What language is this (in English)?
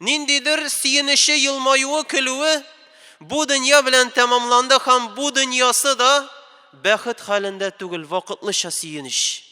Tatar